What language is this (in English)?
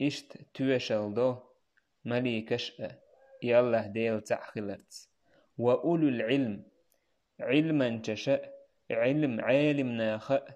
Chechen